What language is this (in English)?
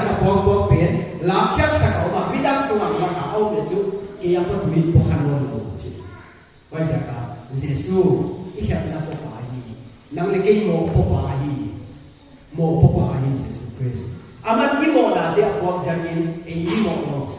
Paite Chin